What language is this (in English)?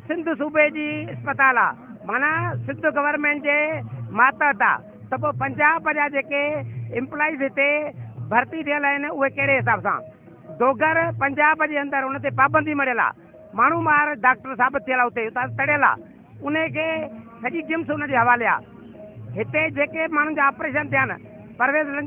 Sindhi